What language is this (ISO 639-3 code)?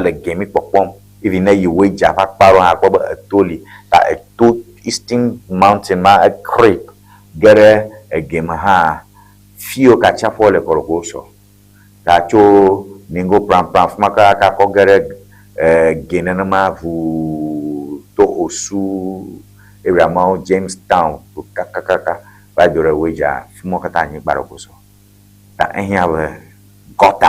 ewe